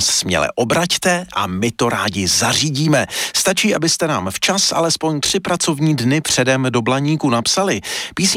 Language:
Czech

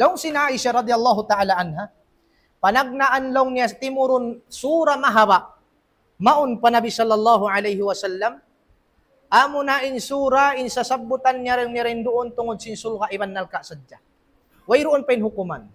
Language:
Tausug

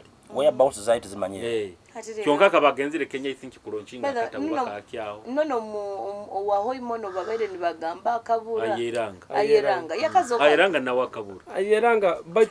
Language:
Nyoro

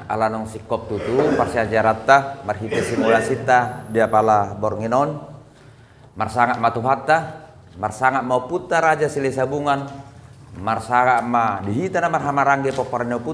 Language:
Batak Toba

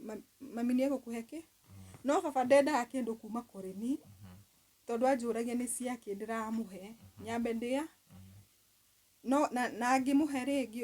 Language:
Kikuyu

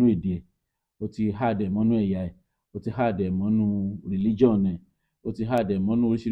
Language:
Yoruba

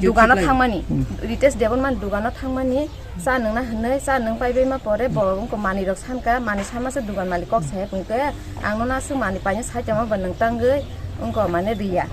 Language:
Kok Borok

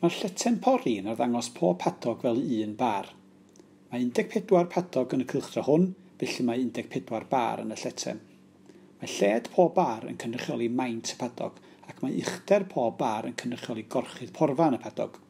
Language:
Welsh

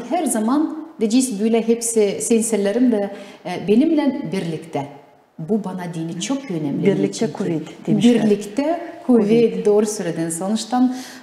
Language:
Gagauz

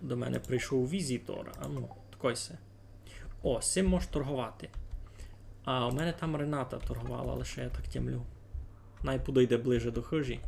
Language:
Rusyn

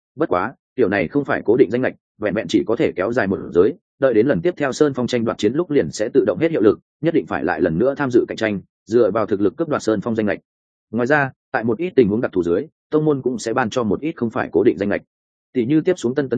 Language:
Vietnamese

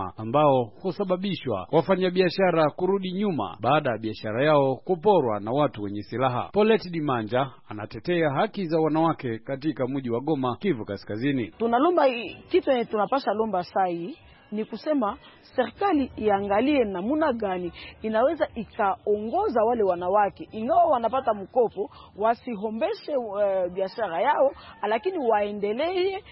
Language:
Swahili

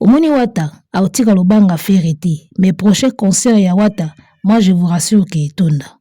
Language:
Lingala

